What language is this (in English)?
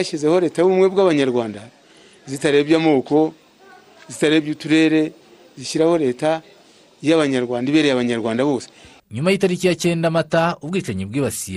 Kinyarwanda